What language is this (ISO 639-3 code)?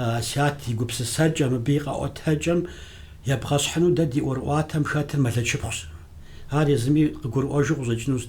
kbd